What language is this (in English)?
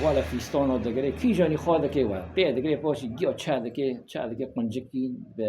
Kurdish